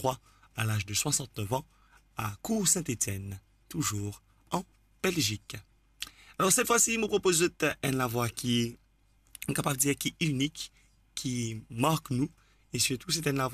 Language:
Morisyen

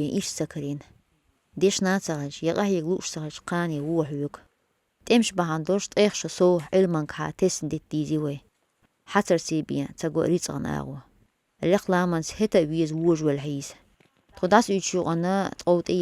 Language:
Chechen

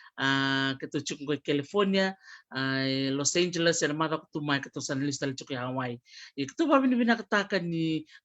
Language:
Fijian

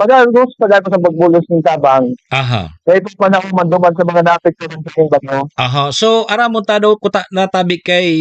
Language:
Bikol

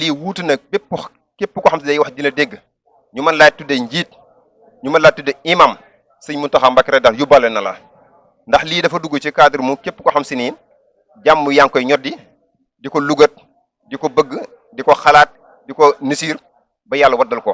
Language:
Wolof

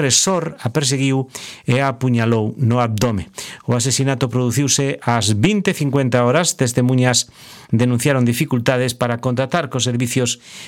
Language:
Galician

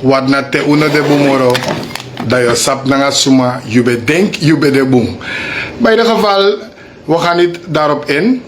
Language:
Sranan Tongo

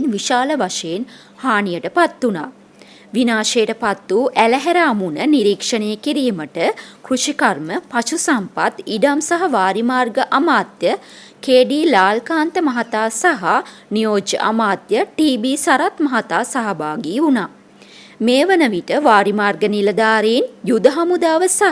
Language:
Sinhala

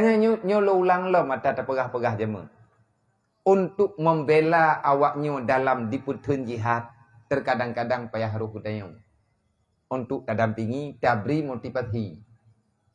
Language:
Achinese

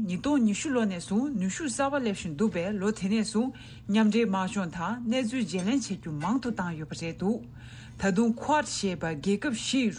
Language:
Tibetan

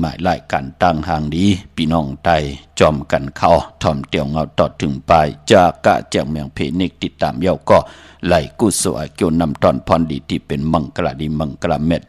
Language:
Shan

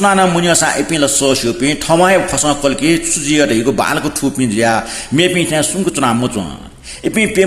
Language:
Newari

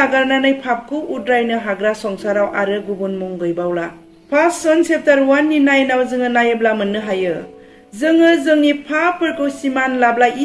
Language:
Bodo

